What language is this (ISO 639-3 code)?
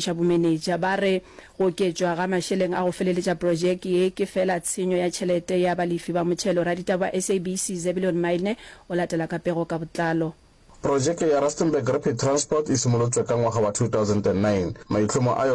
nso